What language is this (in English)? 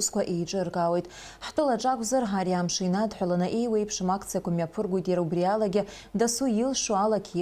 Abkhazian